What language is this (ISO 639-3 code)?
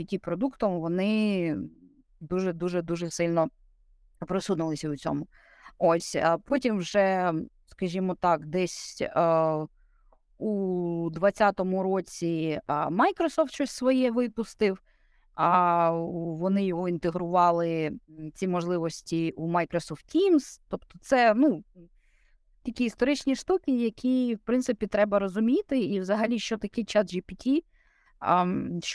ukr